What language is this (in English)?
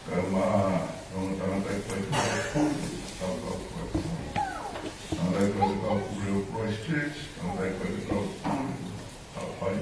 Tongan